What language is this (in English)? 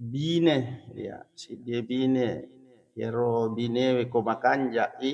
Buginese